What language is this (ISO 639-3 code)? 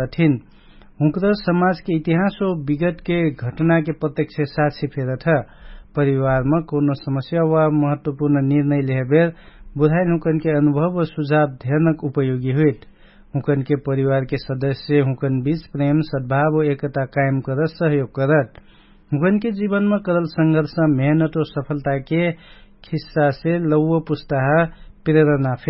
thl